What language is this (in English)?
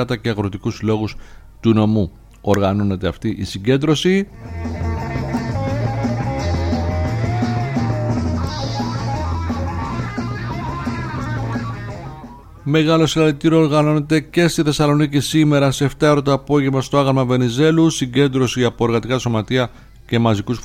Greek